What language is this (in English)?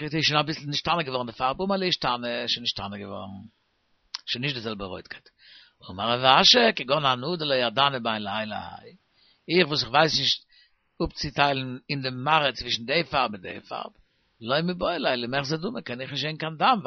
Yiddish